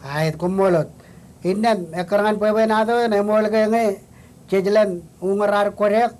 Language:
Marshallese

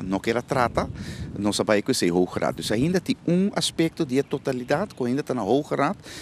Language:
Papiamento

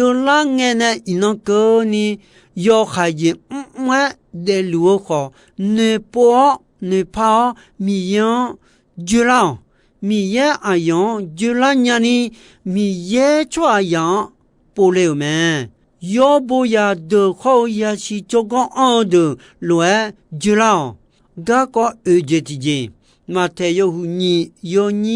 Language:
Akha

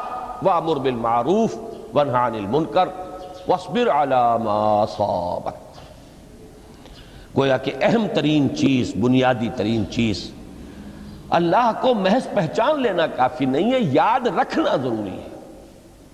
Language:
Urdu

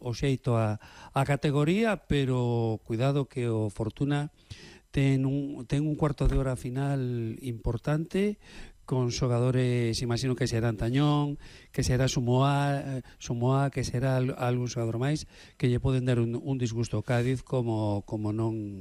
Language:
Galician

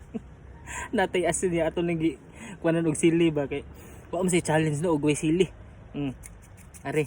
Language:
Cebuano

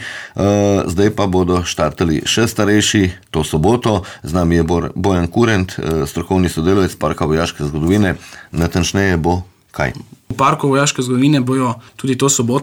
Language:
Slovenian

